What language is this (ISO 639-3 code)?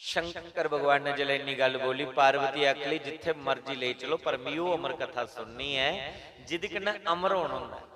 doi